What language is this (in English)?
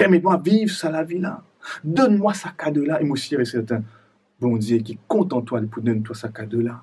Morisyen